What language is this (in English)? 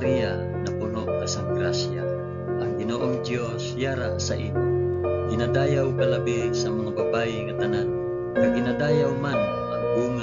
Hiligaynon